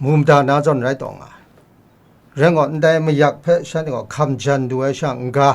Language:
Kachin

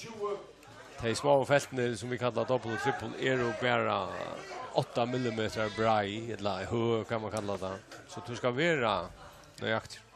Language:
Faroese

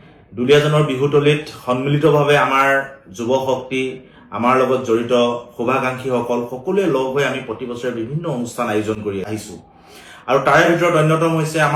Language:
Assamese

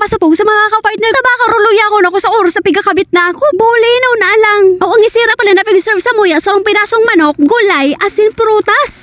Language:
Bikol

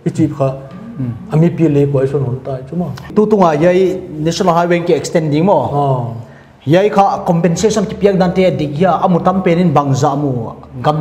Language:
Paite Chin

